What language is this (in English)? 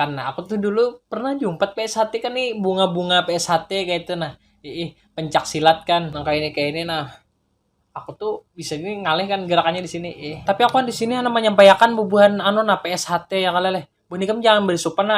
Banjar